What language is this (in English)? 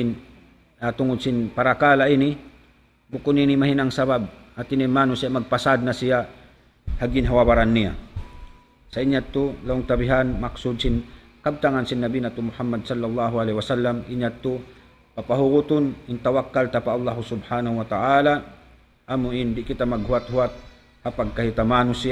Tausug